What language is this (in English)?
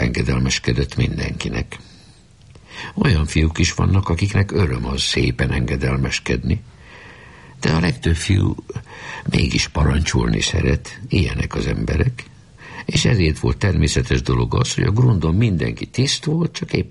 Hungarian